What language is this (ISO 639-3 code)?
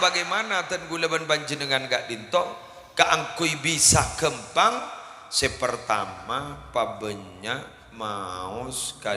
mad